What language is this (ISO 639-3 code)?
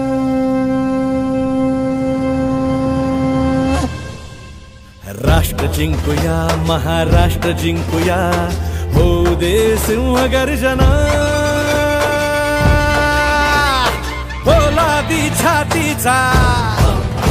mar